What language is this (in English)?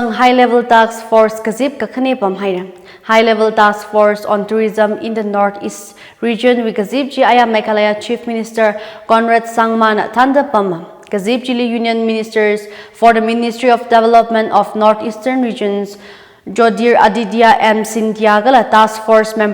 Tangkhul Naga (India)